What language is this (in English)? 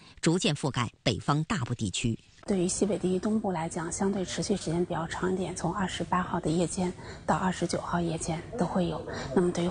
Chinese